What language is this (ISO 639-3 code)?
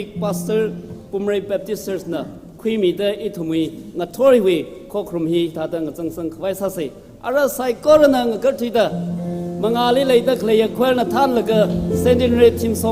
nmf